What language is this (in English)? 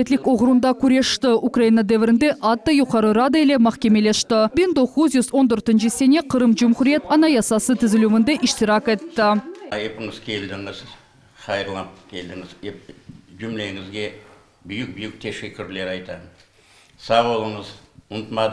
Crimean Tatar